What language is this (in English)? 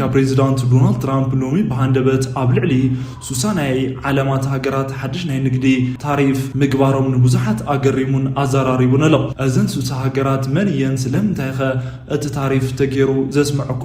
Tigrinya